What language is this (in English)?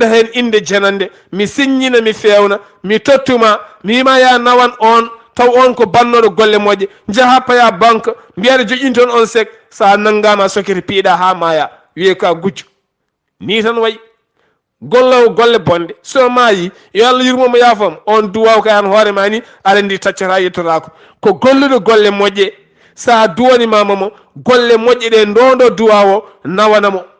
Fula